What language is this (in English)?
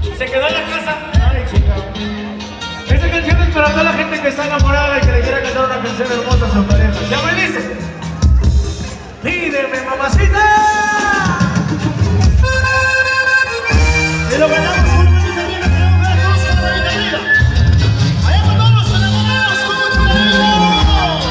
Spanish